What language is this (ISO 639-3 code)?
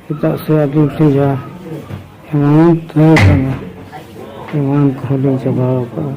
sat